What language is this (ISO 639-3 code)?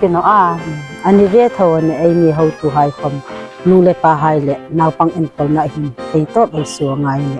hmr